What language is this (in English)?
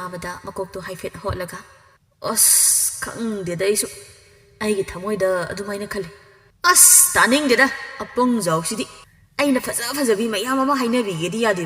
Manipuri